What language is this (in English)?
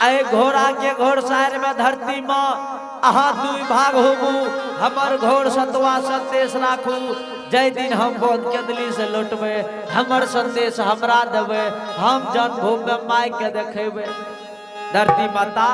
Angika